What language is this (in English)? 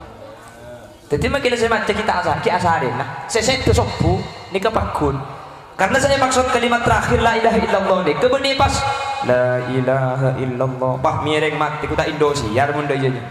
Madurese